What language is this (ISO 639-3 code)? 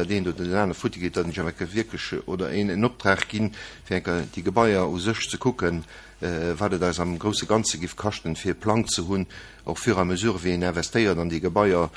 ltz